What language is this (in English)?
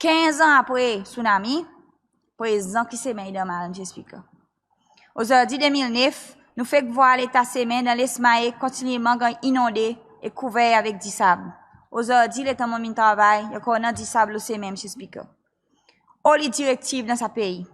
Seselwa Creole French